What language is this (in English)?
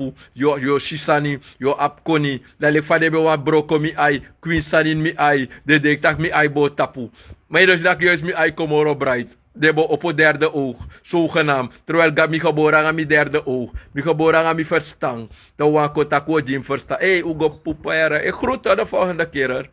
Sranan Tongo